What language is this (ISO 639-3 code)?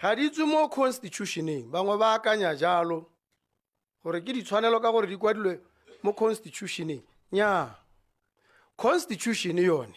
tsn